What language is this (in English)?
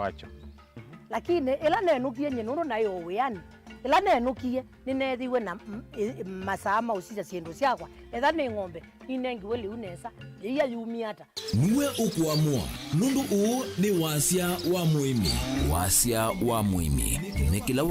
Kamba